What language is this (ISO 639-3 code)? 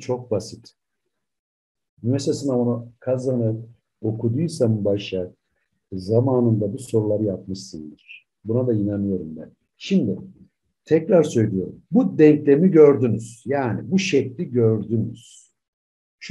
tur